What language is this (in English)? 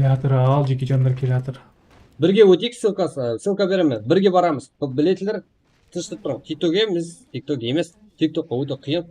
Kara-Kalpak